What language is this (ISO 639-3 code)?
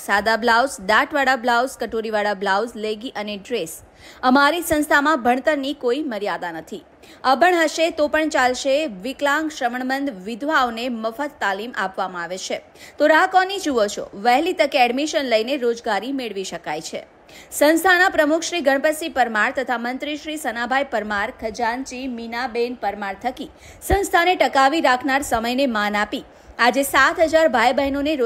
guj